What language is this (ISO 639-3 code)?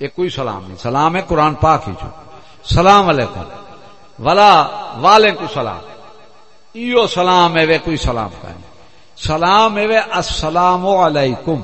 skr